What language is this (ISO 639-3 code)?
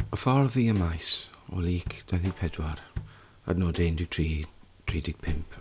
cym